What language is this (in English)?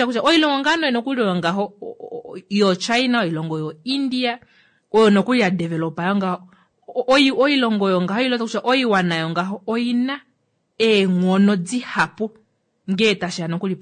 Kuanyama